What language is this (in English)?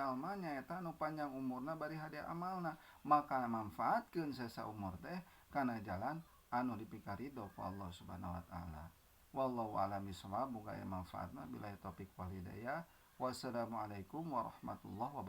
Sundanese